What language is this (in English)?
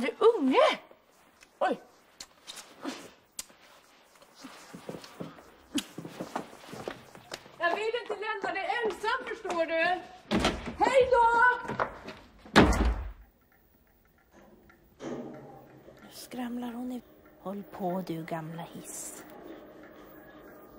Swedish